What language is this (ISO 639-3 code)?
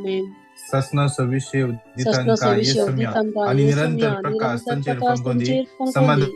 kok